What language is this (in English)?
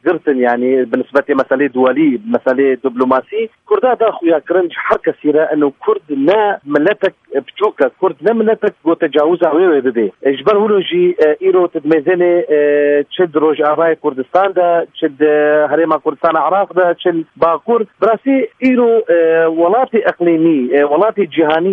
Kurdish